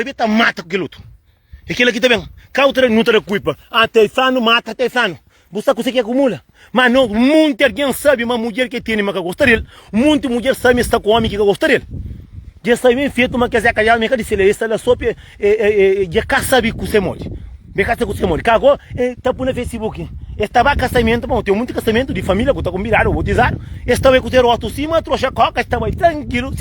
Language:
Kabuverdianu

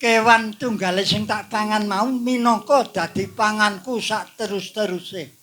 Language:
Javanese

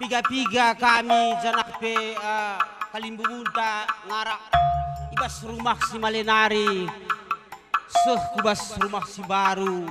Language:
Batak Karo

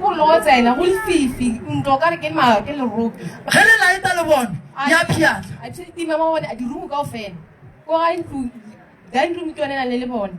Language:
Northern Sotho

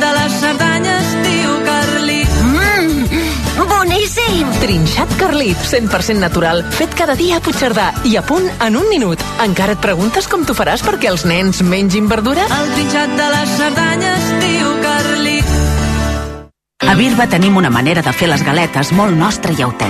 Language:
Catalan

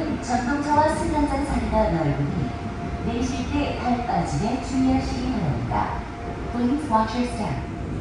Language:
Korean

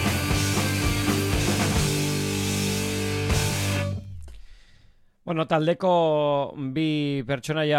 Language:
Basque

